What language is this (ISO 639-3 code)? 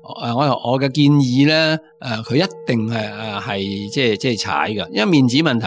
yue